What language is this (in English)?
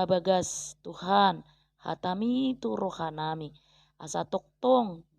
Batak Toba